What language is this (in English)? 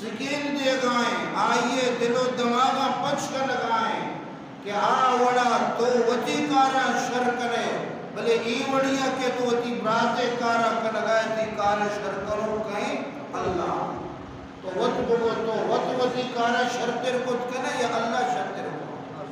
Baluchi